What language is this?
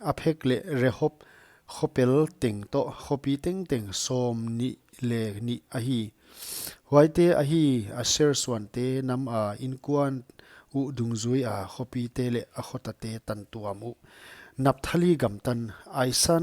Paite Chin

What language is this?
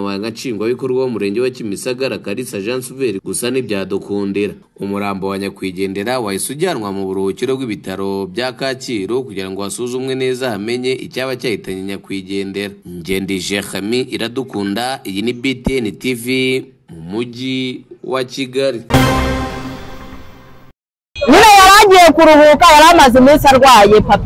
Kinyarwanda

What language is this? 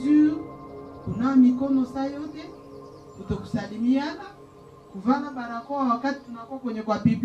Swahili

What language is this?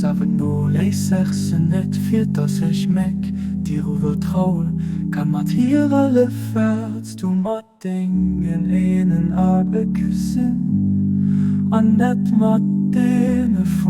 Luxembourgish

